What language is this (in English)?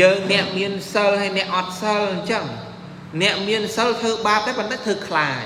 Khmer